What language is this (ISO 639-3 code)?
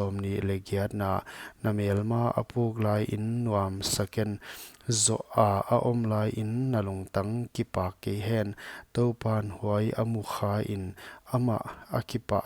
pck